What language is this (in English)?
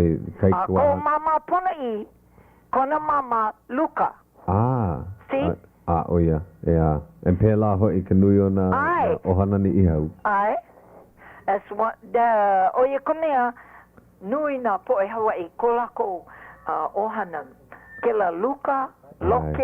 Hawaiian